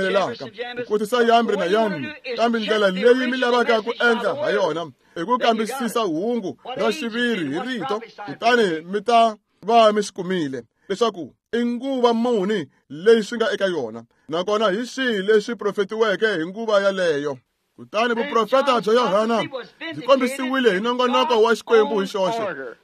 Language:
Tsonga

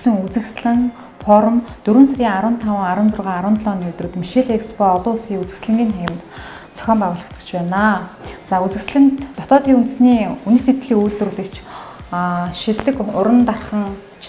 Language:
Mongolian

